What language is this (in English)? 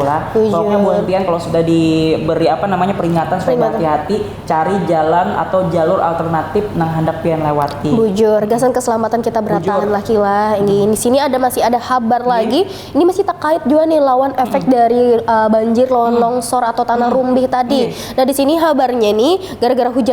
Banjar